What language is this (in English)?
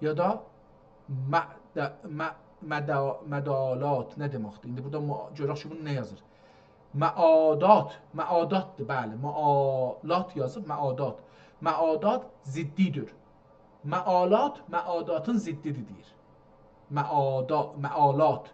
South Azerbaijani